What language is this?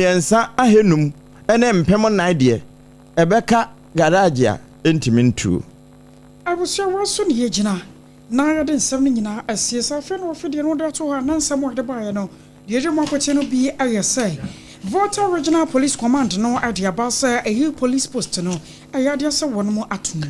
Akan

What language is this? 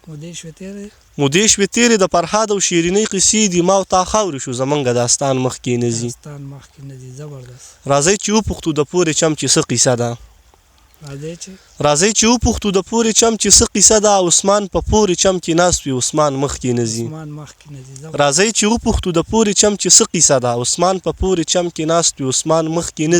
Pashto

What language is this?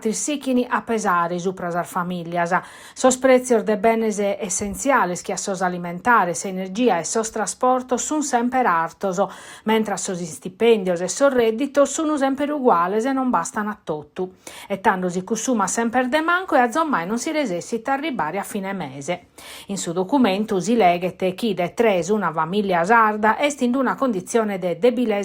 Sardinian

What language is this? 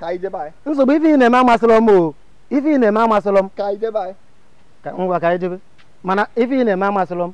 Igbo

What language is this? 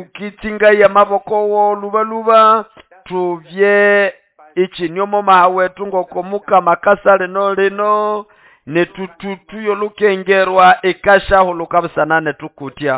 Nande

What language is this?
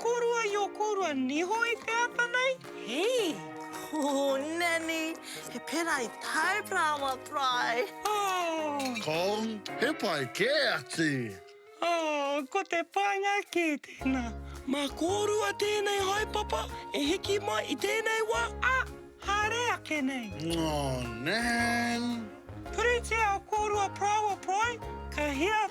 Māori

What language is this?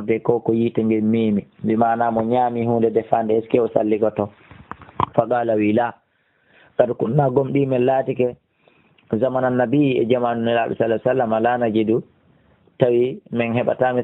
Fula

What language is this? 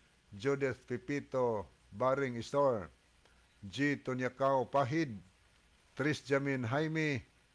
Cebuano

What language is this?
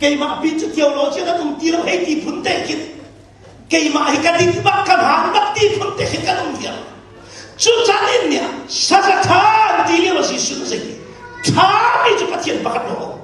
Hakha Chin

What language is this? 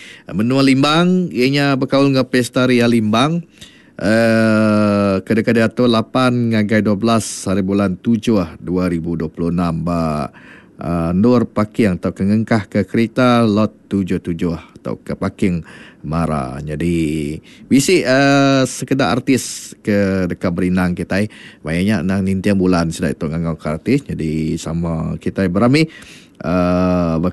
Iban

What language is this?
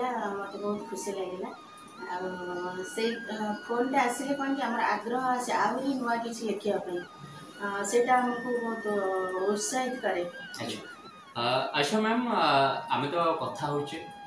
Odia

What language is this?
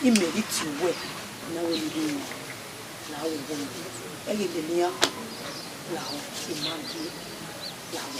Bini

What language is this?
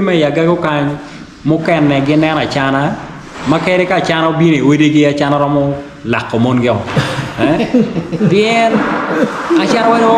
Acoli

